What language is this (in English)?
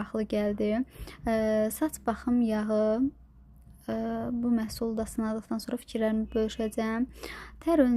Azerbaijani